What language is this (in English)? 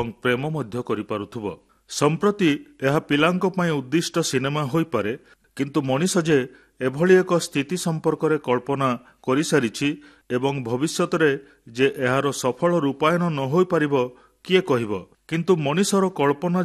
Odia